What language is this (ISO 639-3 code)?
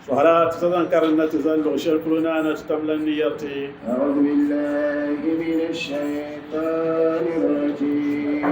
dag